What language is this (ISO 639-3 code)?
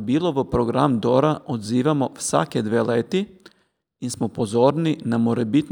slv